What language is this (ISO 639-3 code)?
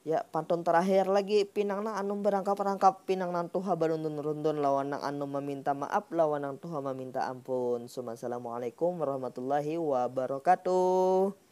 bjn